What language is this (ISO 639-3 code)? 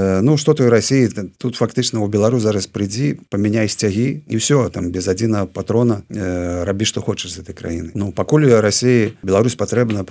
bel